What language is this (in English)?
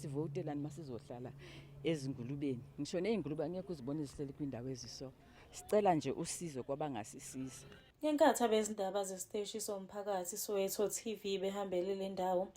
Zulu